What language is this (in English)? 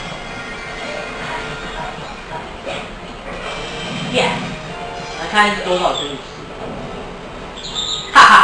Chinese